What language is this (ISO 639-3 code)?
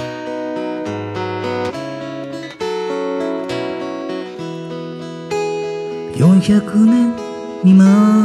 jpn